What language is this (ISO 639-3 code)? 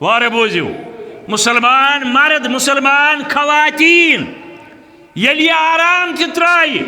kas